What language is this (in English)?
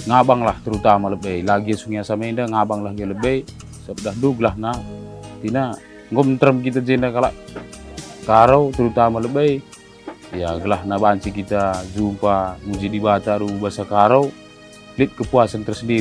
Batak Karo